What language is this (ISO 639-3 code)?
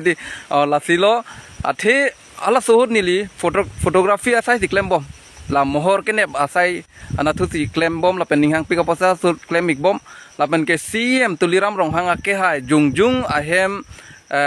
mjw